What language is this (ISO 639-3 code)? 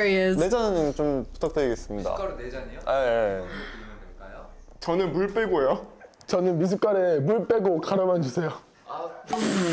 kor